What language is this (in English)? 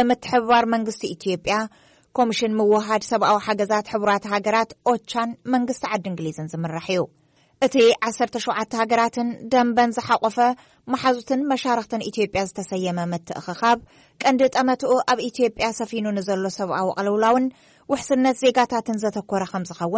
Tigrinya